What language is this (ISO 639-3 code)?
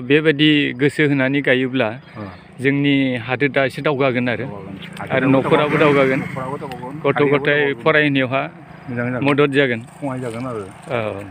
brx